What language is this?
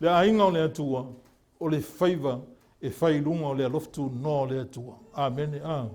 Samoan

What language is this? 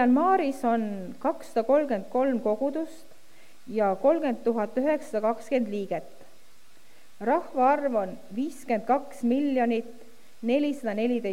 Estonian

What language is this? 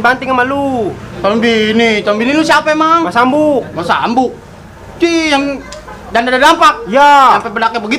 Betawi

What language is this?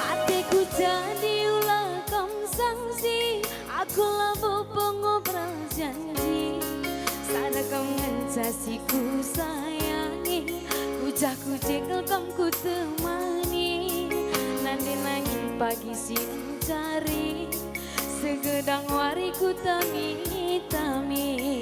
Batak Karo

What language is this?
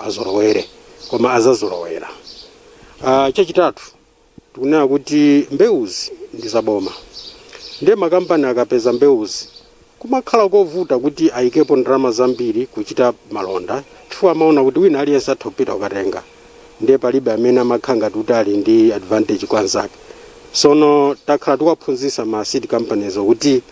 Nyanja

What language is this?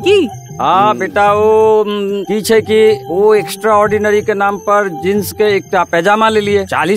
Maithili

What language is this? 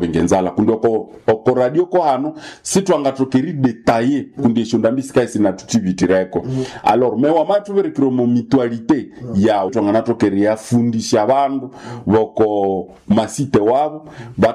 Nande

